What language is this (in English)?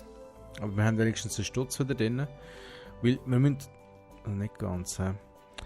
Swiss German